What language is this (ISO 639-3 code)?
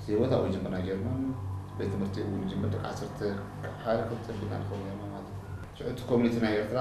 tir